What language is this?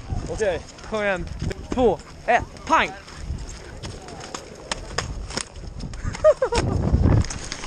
Swedish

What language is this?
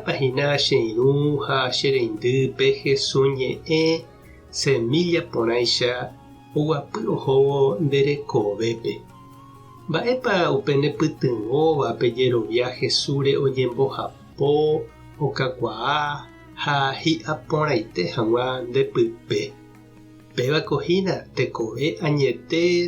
Guarani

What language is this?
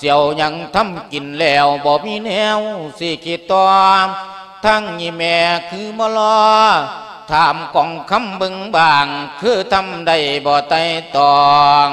Lao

